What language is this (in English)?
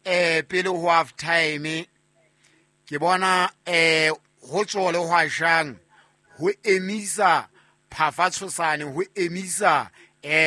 Southern Sotho